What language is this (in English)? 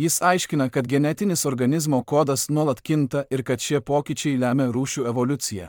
Lithuanian